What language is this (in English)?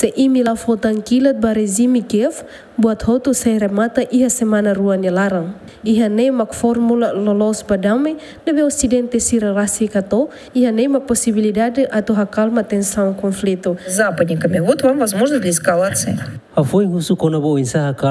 Tetum